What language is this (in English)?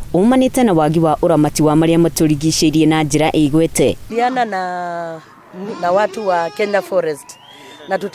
Kikuyu